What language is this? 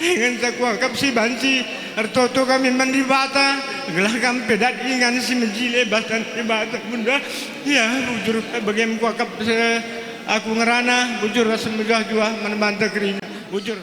Batak Karo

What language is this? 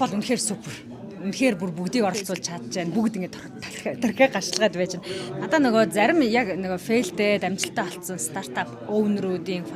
Mongolian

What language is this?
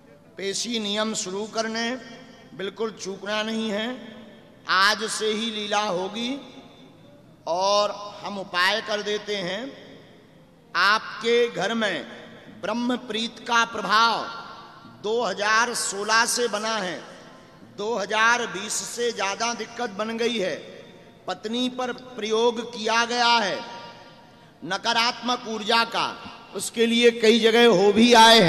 Hindi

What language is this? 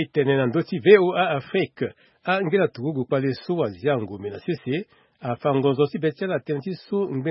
Sango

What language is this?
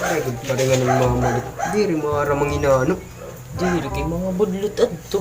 Waray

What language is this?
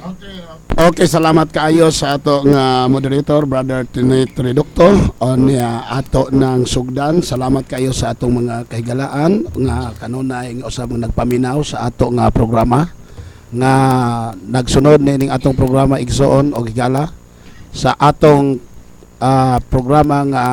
Cebuano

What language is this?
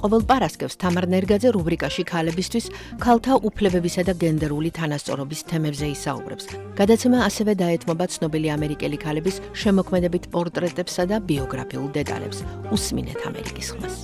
Georgian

